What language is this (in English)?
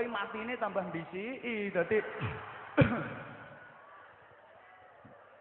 Javanese